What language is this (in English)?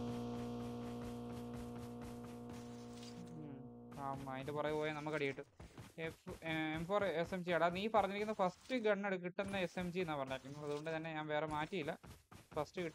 Malayalam